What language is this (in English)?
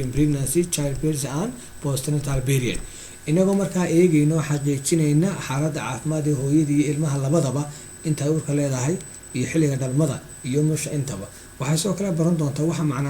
Somali